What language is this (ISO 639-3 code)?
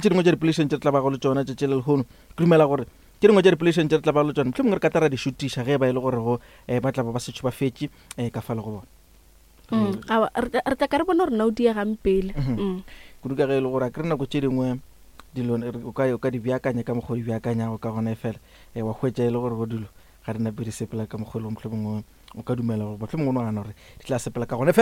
nso